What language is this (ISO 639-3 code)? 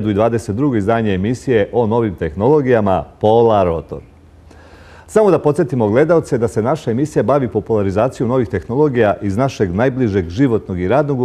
srp